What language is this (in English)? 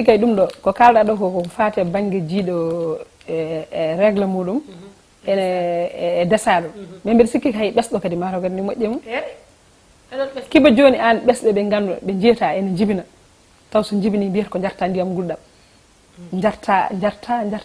Fula